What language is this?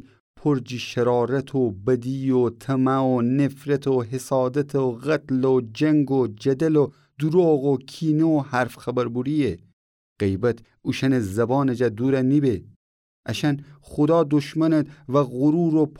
Gilaki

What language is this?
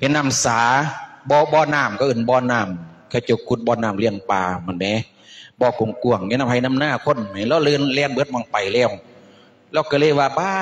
Lao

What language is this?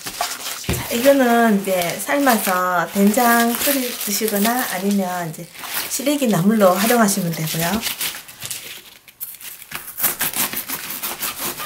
Korean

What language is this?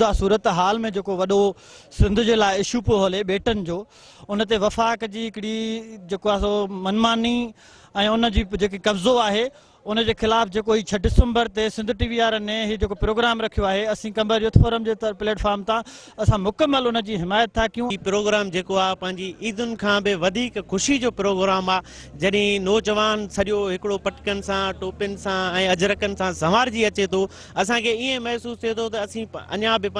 Sindhi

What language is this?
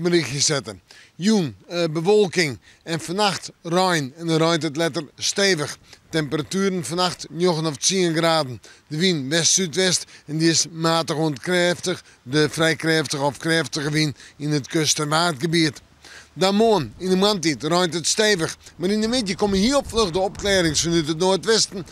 Western Frisian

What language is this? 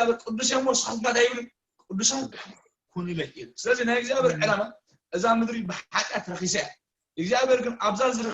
Tigrinya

